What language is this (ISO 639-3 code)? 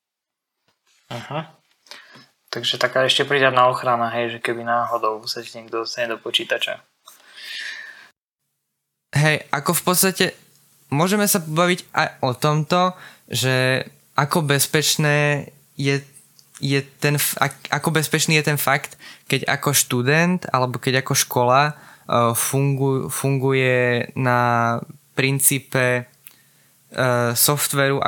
slk